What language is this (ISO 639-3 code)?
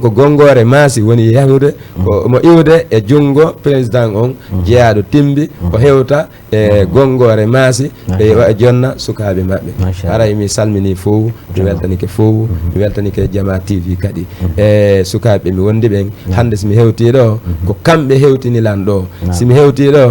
ful